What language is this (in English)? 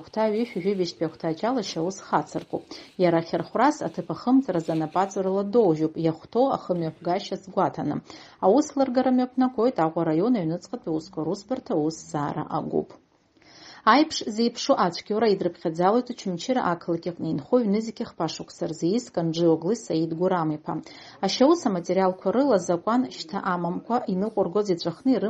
Abkhazian